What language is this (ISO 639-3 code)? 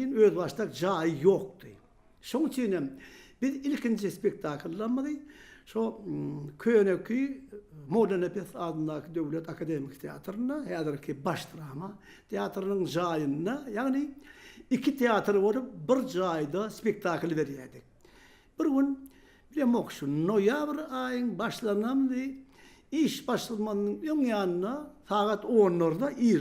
tuk